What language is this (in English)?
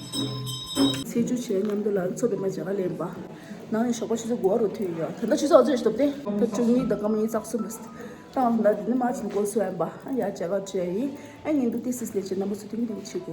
Tibetan